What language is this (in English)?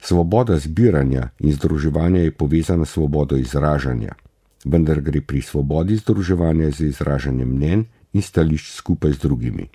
Slovenian